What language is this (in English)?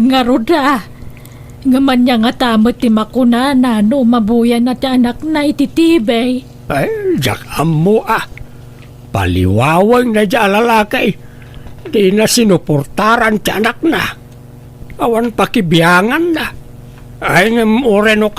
Iloko